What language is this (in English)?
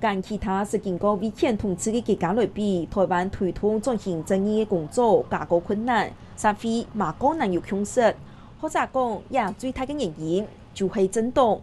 Hakka Chinese